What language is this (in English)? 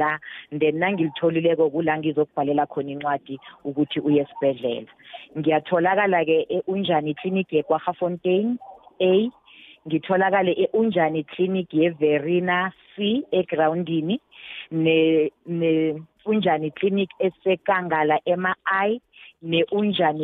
South Ndebele